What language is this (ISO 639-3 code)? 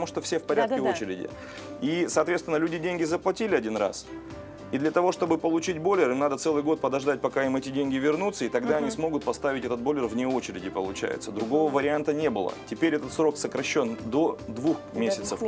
rus